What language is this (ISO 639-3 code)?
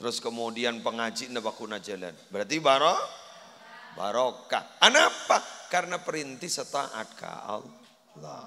mad